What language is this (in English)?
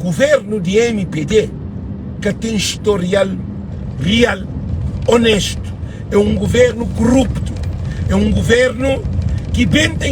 Kabuverdianu